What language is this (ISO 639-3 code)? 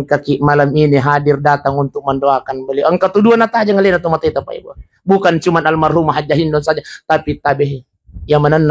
bug